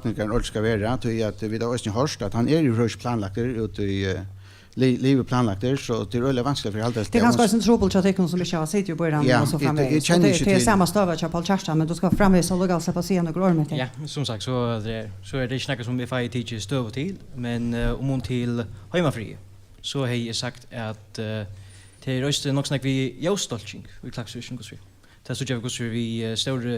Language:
Faroese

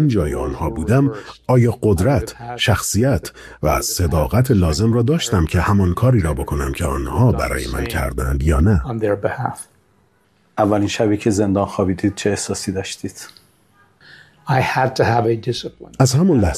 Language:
Persian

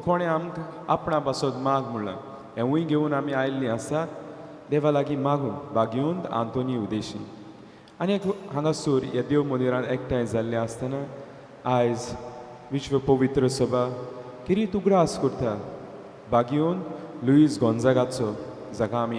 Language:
Konkani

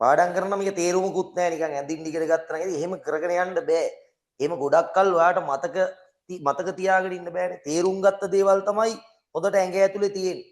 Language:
Sinhala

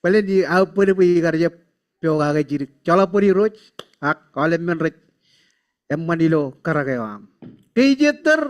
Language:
Marshallese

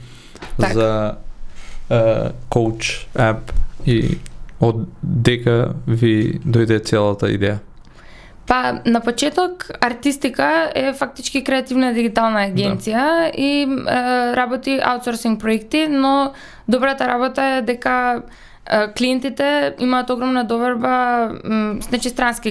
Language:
Macedonian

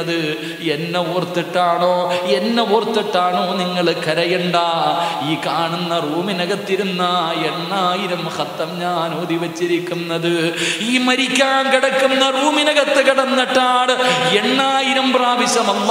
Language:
Malayalam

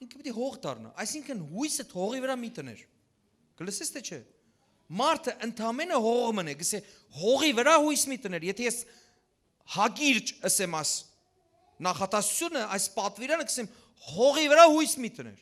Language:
Western Armenian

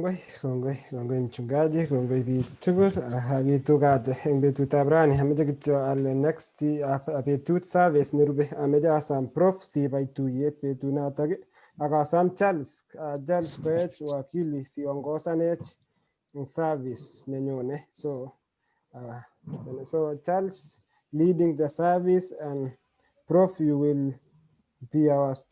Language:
Kalenjin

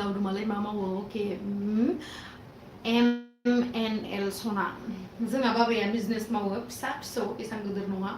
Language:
Bodo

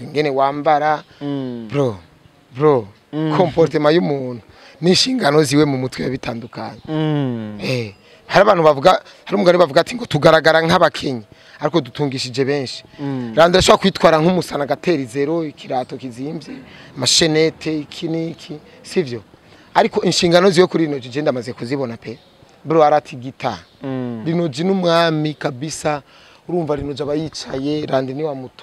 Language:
Rundi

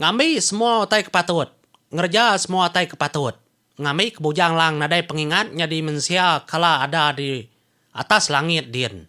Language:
Iban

